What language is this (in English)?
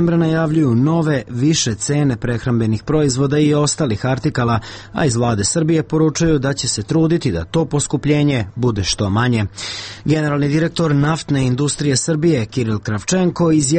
Serbian